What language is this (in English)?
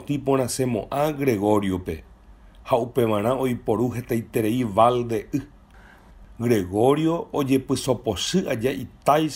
Guarani